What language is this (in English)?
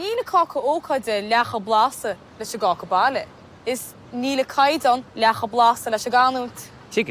Irish